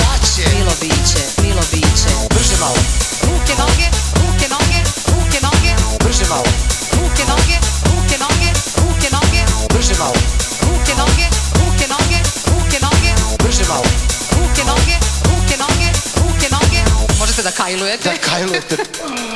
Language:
Serbian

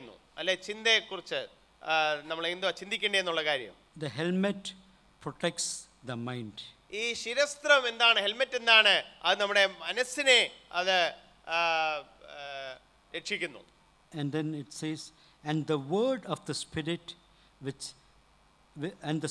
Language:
Malayalam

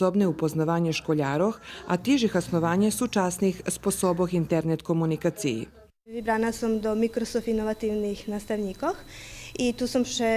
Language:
Rusyn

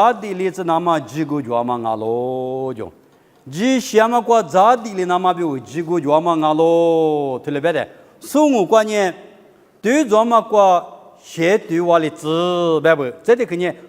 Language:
Lisu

